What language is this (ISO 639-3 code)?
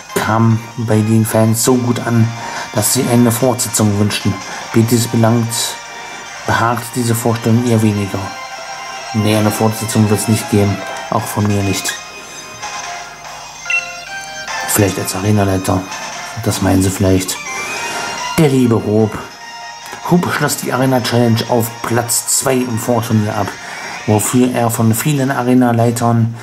deu